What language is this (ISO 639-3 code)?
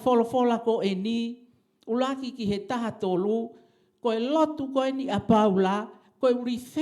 ton